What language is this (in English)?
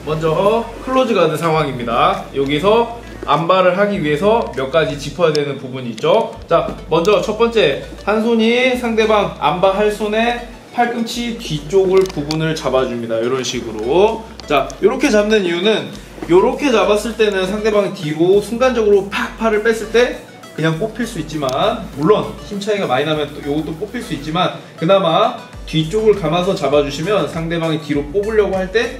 Korean